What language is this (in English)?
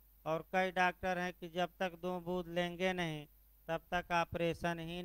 Hindi